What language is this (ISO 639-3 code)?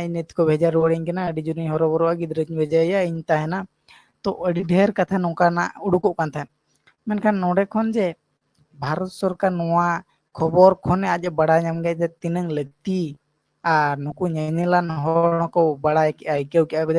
sat